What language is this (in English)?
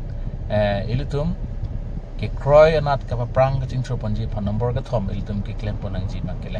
Karbi